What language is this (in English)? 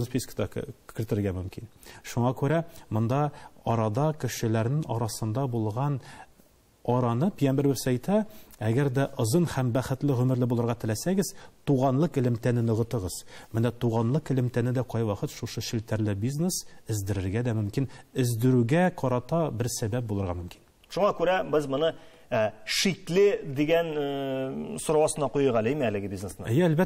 Tatar